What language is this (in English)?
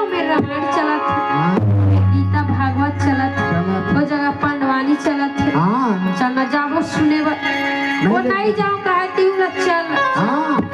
Chhattisgarhi